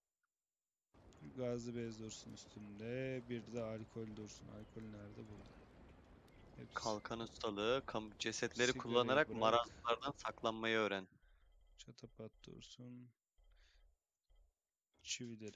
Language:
Turkish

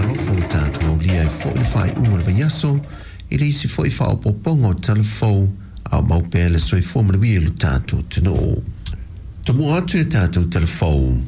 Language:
Samoan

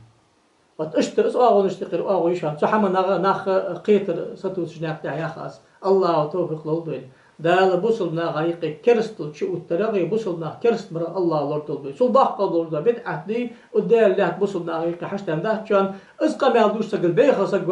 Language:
Ingush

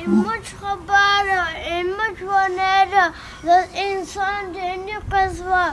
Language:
Lezghian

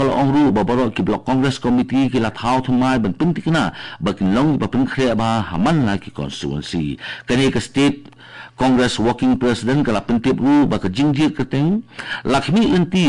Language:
Khasi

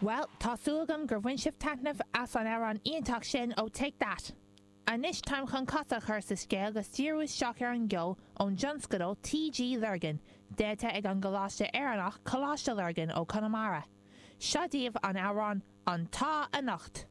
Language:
Irish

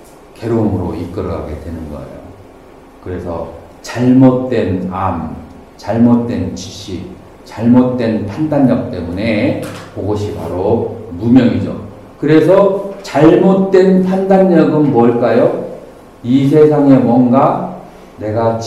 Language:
Korean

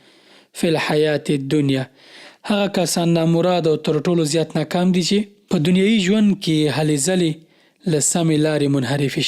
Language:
Pashto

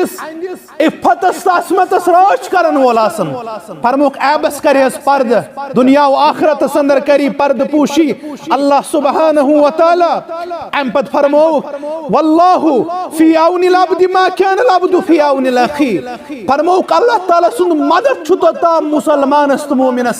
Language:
Kashmiri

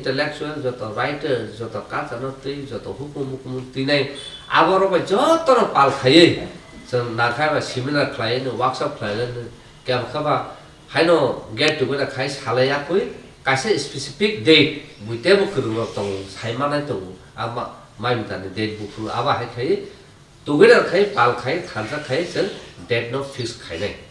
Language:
Kok Borok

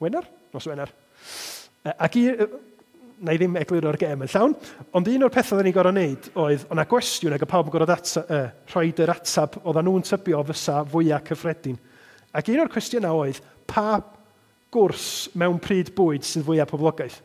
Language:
Welsh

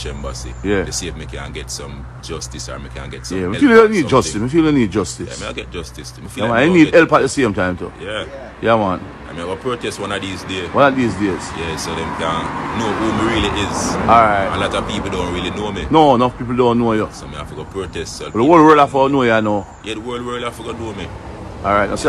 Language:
Jamaican Creole English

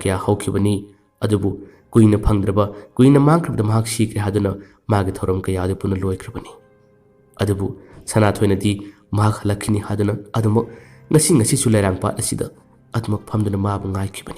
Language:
Manipuri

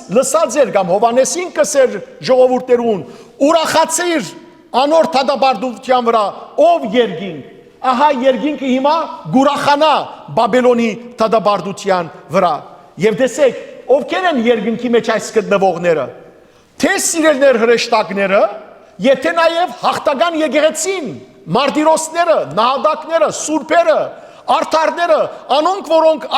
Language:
Western Armenian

